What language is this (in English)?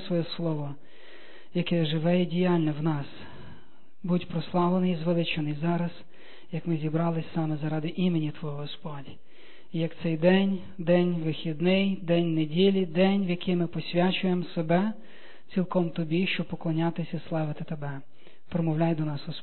Ukrainian